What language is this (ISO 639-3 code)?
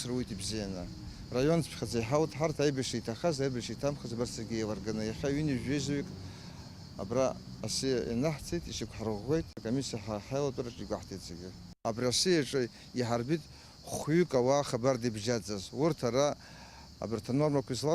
abk